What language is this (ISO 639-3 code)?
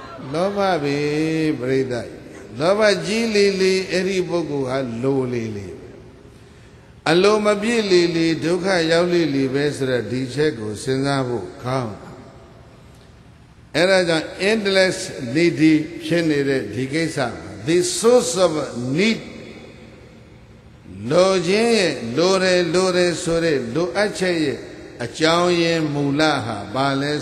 mya